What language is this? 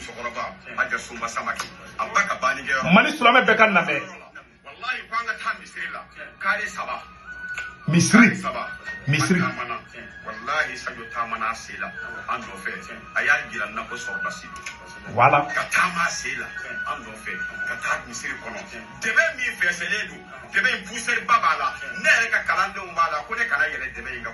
Bambara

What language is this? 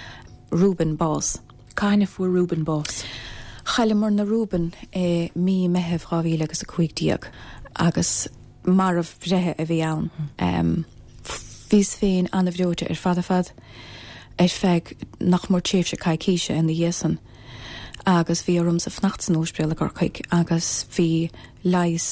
Irish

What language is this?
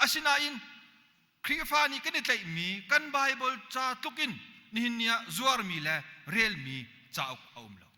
Hakha Chin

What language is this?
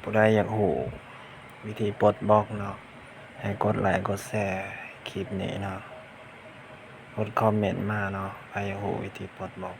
Lao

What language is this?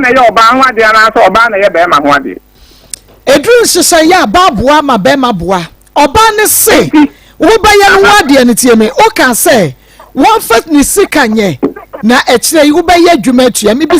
Akan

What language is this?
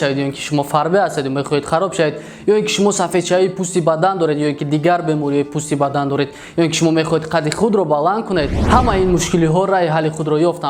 Tajik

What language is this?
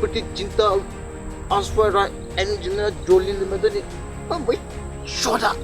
Poumei Naga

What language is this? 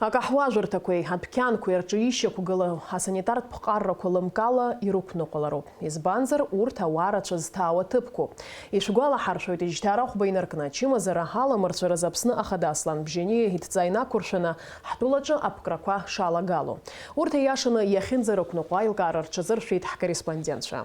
Abkhazian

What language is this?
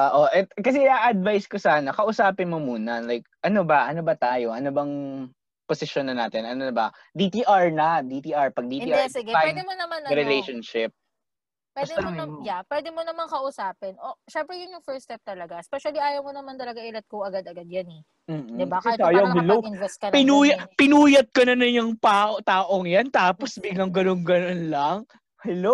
Filipino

